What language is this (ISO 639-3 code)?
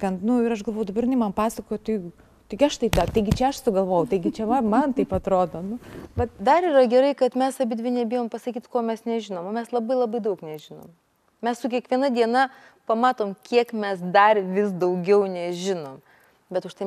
lit